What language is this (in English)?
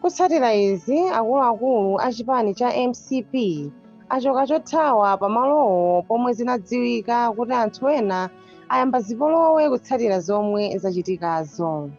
Nyanja